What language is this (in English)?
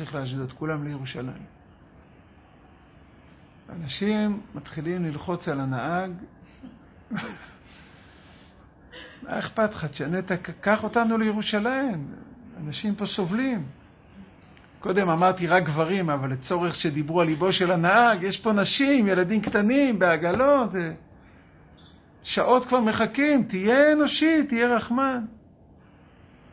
Hebrew